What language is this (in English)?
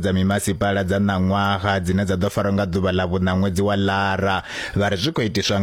Venda